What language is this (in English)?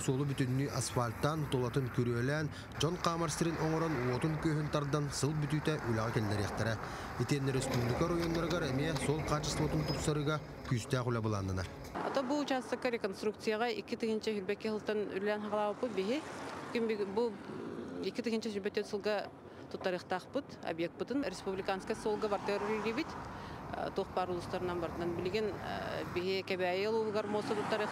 Yakut